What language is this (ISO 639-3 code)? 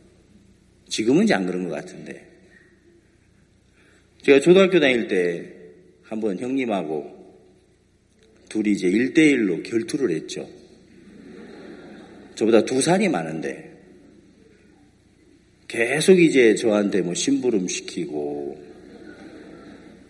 kor